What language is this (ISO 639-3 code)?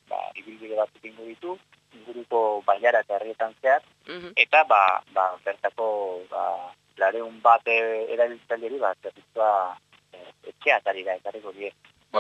eus